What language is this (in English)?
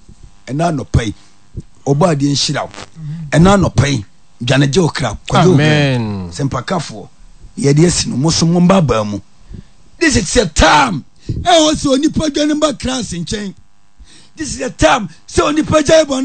Akan